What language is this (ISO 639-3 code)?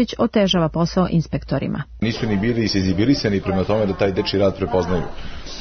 srp